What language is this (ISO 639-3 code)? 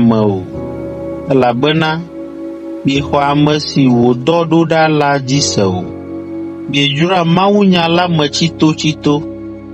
ewe